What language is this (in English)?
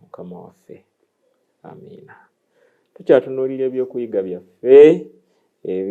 Ganda